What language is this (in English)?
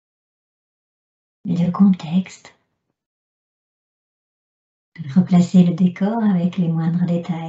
French